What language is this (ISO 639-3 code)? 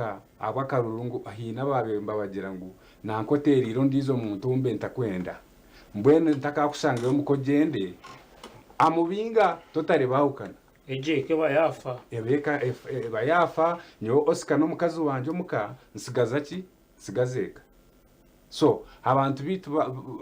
nyn